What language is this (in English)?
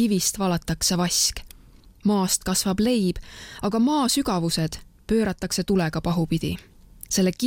Estonian